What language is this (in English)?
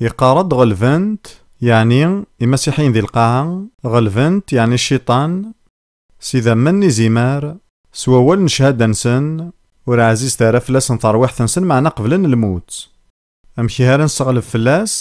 Kabyle